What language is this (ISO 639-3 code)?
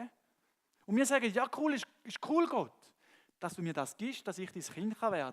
gsw